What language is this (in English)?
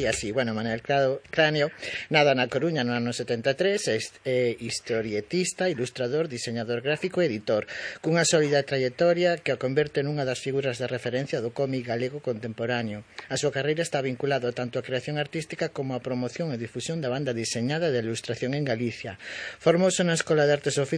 Galician